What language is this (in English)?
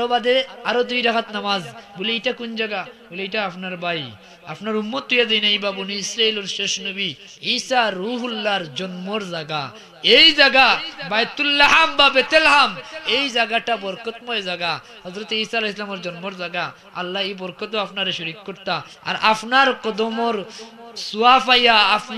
Sylheti